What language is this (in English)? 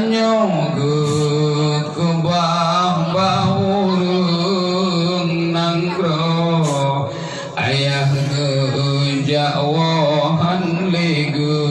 Achinese